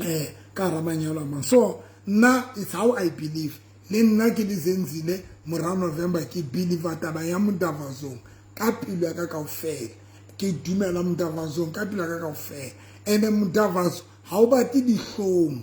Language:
Southern Sotho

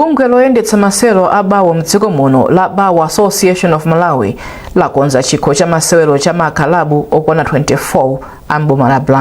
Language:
Nyanja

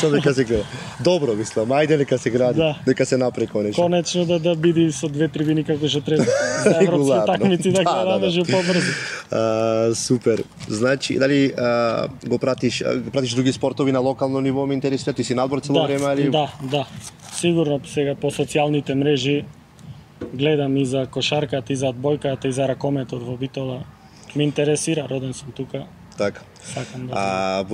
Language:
Macedonian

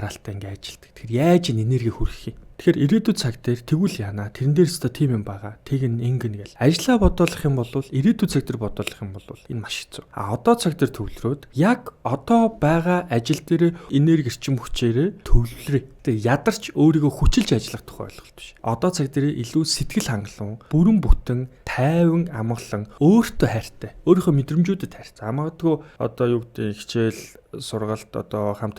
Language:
Mongolian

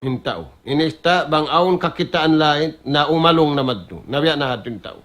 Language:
Tausug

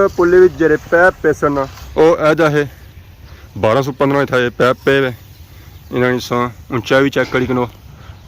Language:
Pahari-Potwari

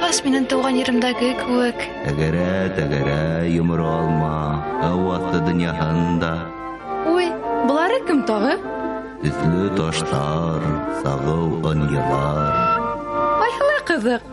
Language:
Bashkir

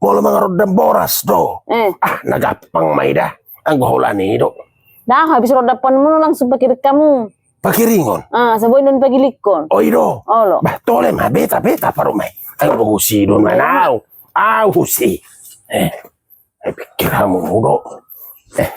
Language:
Batak Toba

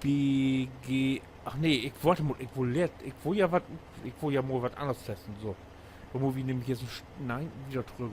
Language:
Low German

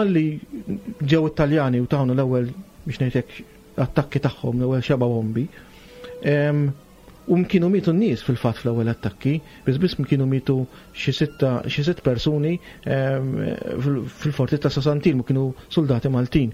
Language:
Maltese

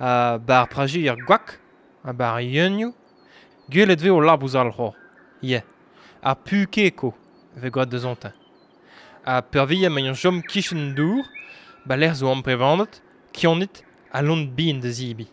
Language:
Breton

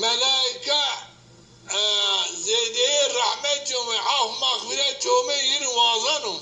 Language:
Zaza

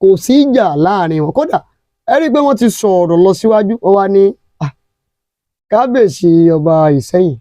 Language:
Yoruba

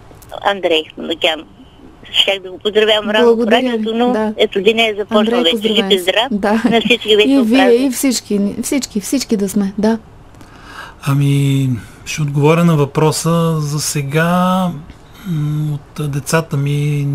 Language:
Bulgarian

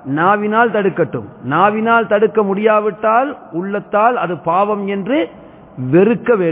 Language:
Tamil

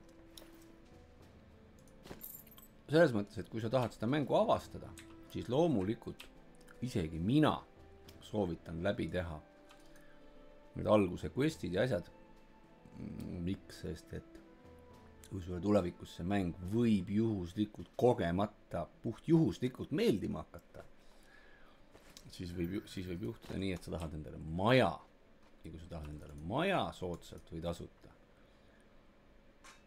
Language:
Estonian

